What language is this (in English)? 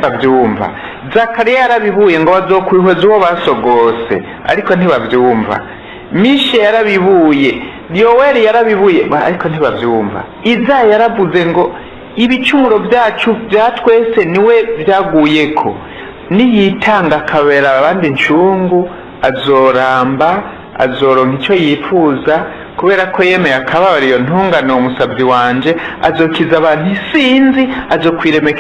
Rundi